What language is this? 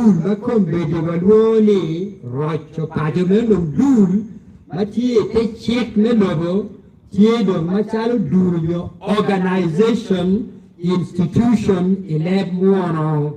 Acoli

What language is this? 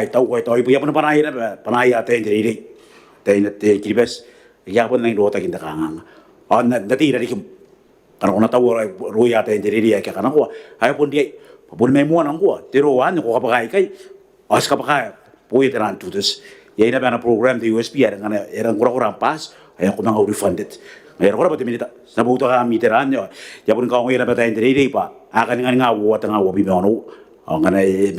Gilbertese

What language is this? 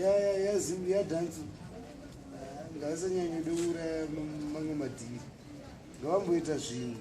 Shona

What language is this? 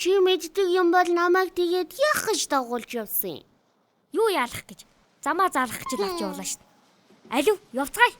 Mongolian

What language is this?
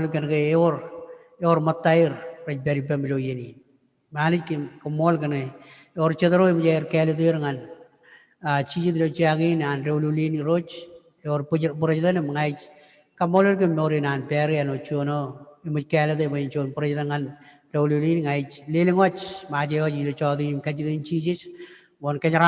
Marshallese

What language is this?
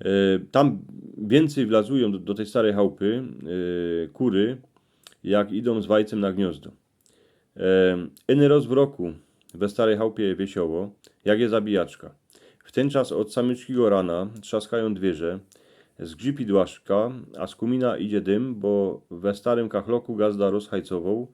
Silesian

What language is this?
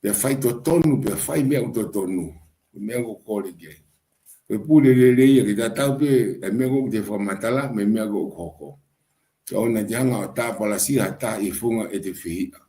Tongan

